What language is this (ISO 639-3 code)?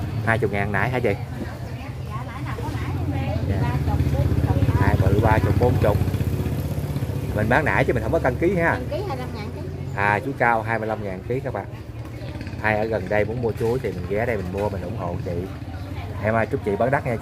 vie